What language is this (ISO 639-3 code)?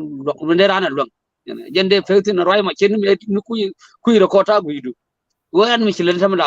nus